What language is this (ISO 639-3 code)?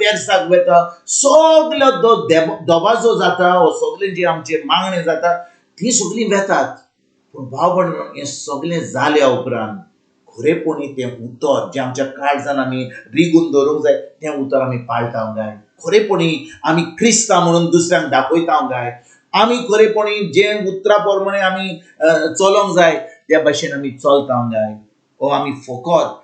kok